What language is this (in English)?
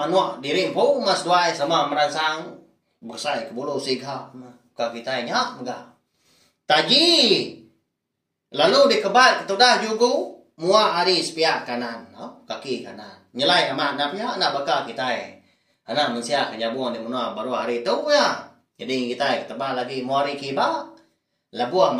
Iban